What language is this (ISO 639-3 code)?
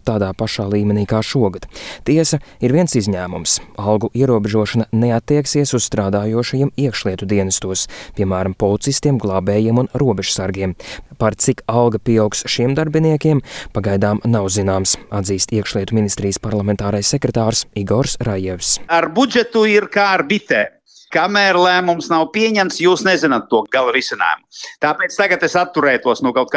lav